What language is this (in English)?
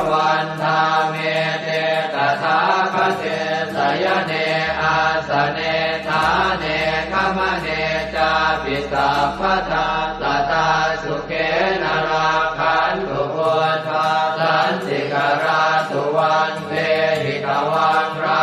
Pali